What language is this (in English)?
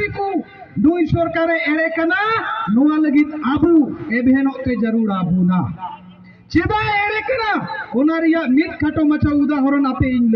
Santali